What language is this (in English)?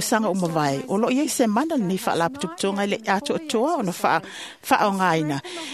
Samoan